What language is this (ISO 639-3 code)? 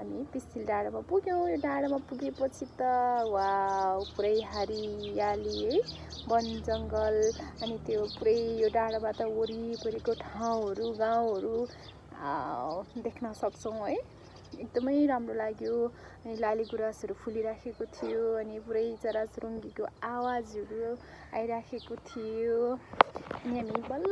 nep